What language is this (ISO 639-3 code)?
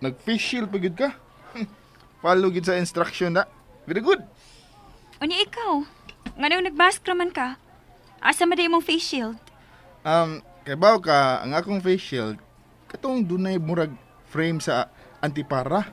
ceb